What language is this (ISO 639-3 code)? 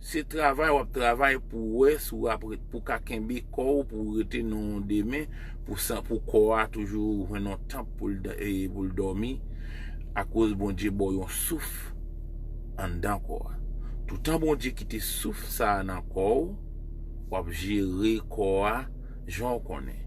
hat